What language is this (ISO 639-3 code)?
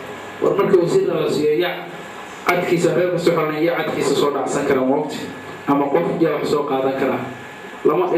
som